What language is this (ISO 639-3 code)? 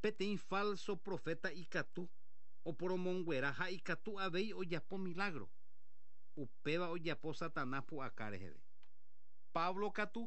grn